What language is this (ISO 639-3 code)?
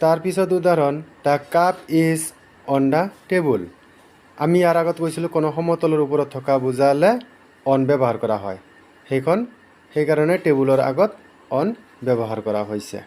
asm